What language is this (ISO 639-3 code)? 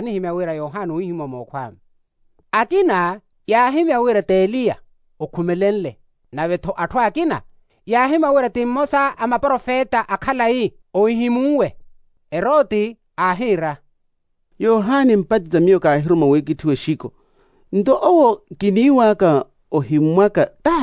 vmw